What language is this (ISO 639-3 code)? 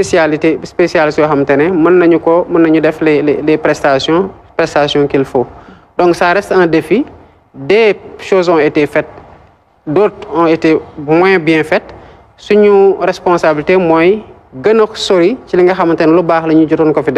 wol